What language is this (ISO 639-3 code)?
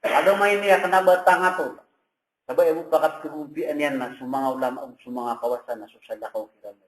mrw